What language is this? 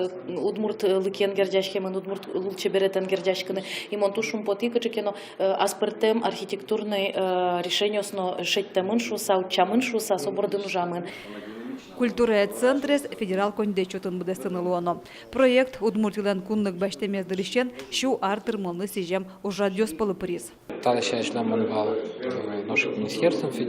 Udmurt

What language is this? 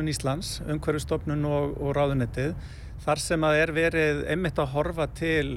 Icelandic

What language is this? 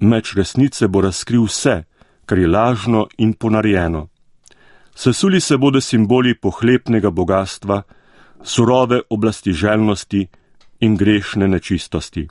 Slovenian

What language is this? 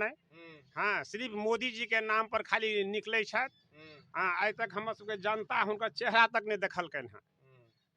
Maithili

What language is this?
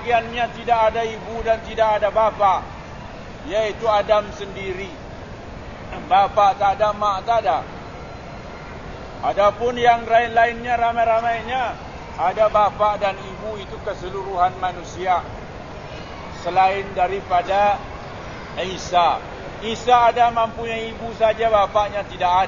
Malay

